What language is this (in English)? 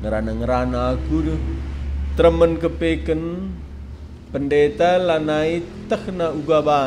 Batak Karo